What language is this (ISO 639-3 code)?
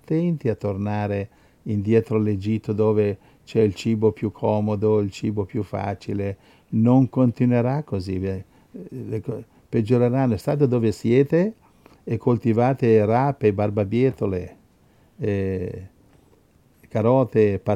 ita